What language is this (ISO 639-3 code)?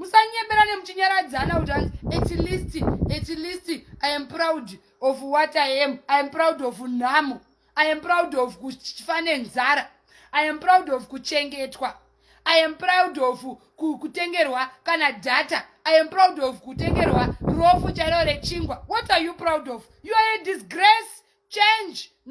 sna